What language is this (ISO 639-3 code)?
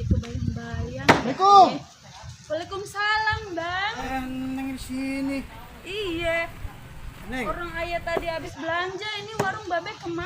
bew